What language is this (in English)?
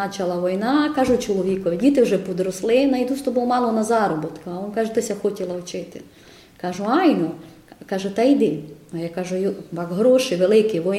Rusyn